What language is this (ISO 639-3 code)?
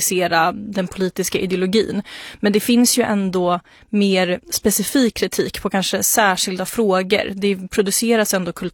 swe